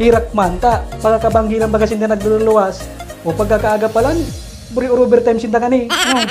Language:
Bikol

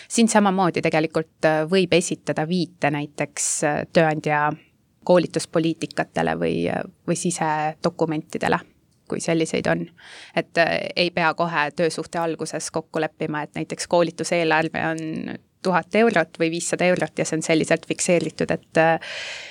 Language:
Estonian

